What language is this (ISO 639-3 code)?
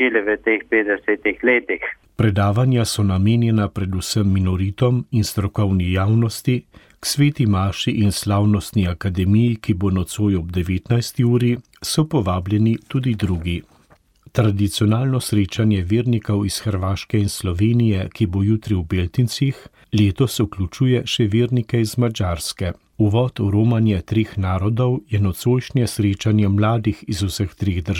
slv